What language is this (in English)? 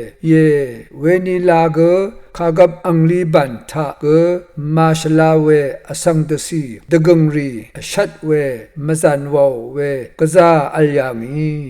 Rawang